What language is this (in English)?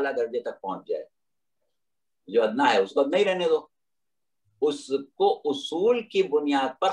Urdu